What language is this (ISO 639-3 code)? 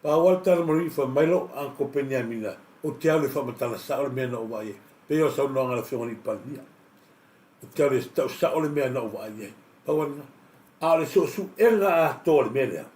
smo